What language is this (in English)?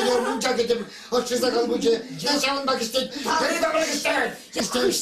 Chuvash